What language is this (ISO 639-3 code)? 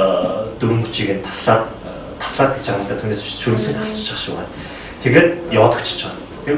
mon